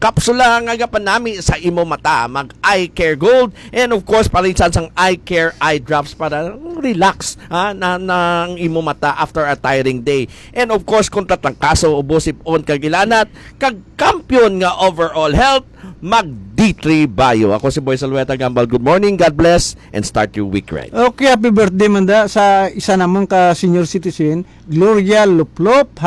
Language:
Hiligaynon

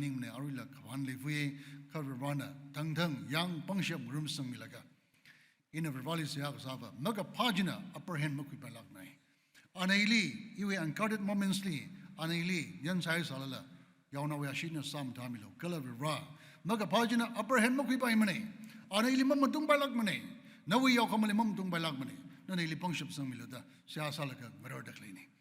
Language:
Tangkhul Naga (India)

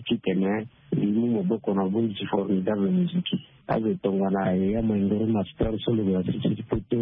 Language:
Sango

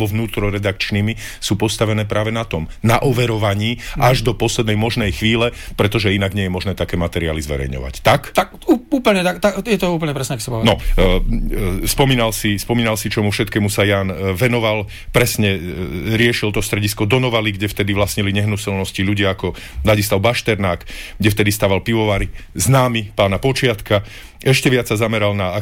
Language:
Slovak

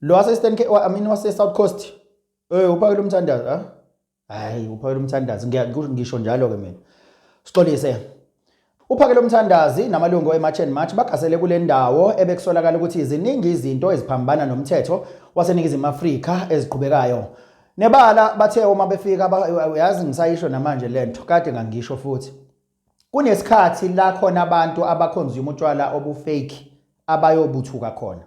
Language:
Zulu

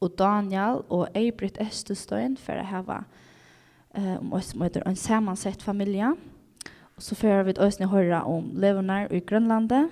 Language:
Faroese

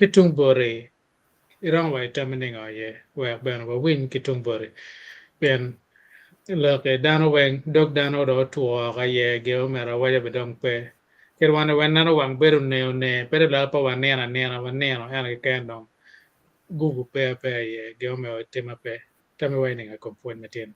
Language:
Acoli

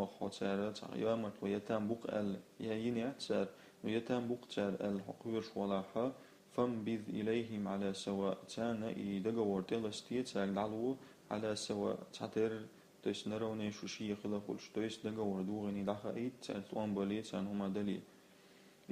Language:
Chechen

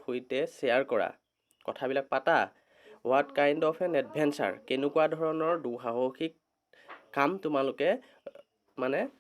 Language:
Assamese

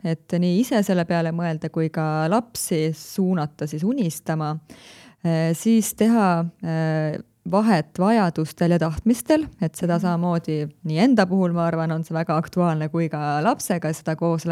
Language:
Estonian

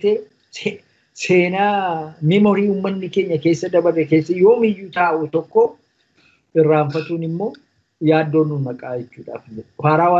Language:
Oromo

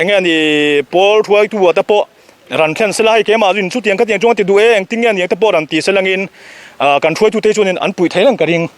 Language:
Mizo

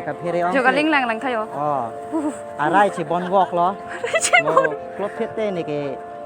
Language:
Karbi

